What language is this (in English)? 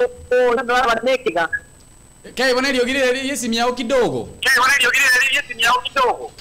Gusii